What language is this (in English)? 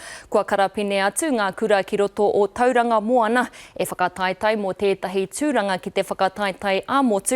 Māori